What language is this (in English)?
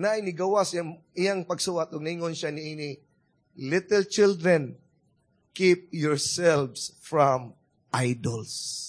Cebuano